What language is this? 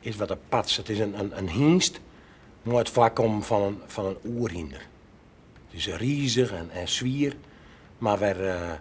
Western Frisian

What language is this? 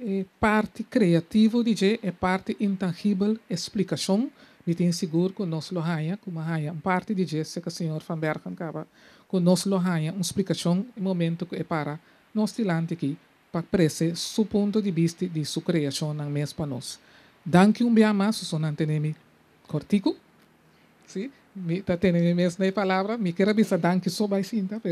Papiamento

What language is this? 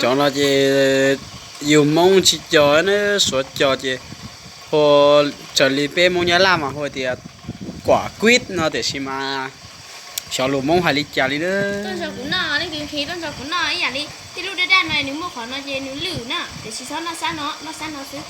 Hmong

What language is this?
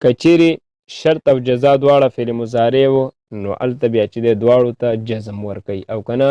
Pashto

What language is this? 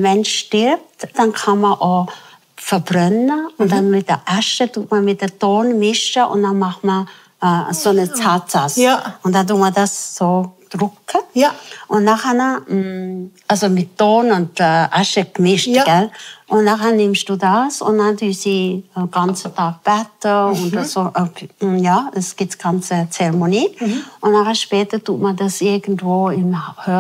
Swiss German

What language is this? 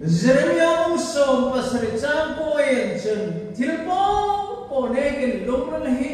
Hmar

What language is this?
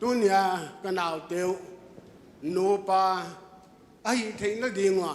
Paite Chin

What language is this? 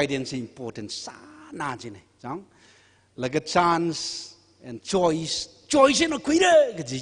Tangkhul Naga (India)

